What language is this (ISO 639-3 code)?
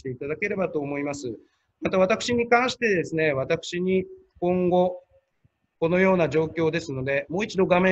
jpn